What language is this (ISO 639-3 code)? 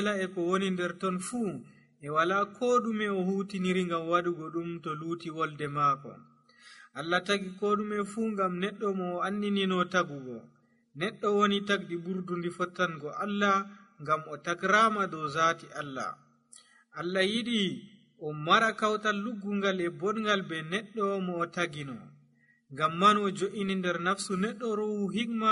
fuv